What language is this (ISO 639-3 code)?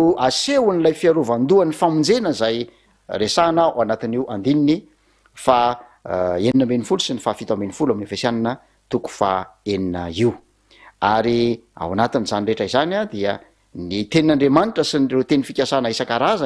mlg